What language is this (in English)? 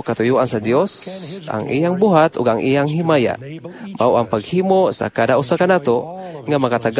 Cebuano